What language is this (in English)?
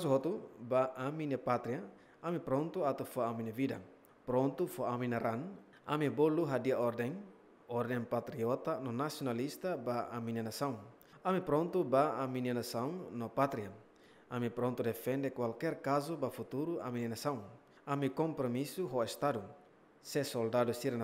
Tetum